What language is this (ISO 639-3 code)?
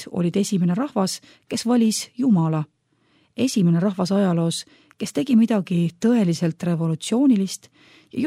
est